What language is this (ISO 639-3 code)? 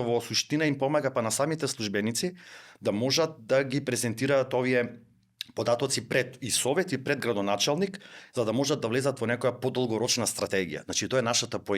mkd